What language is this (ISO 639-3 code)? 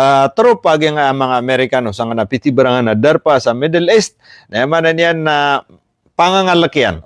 mrw